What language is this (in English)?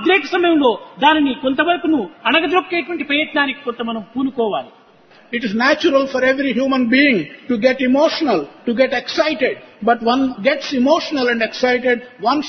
Telugu